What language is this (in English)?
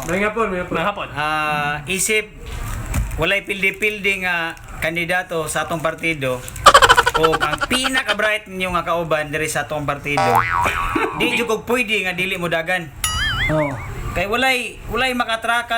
Cebuano